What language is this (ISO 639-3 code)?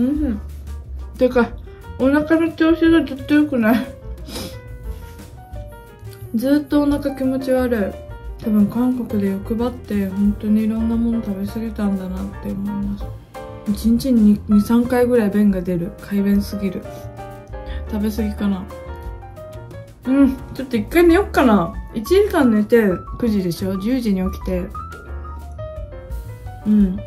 jpn